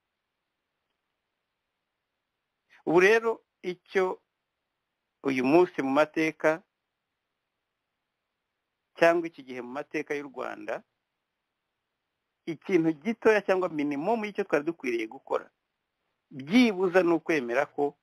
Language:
Kinyarwanda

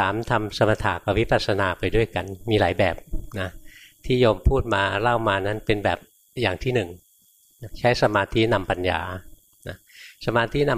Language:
Thai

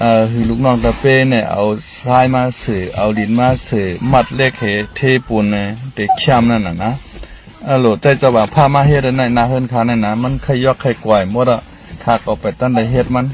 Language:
Shan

